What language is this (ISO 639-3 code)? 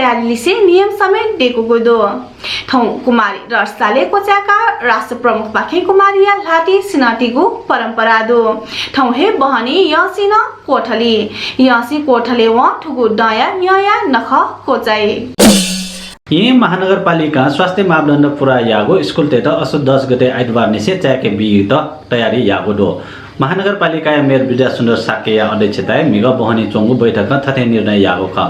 new